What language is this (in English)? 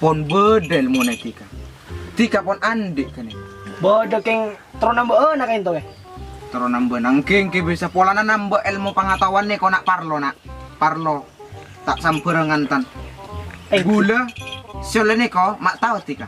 Madurese